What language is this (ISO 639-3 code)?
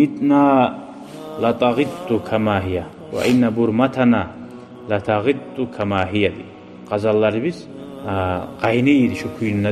kum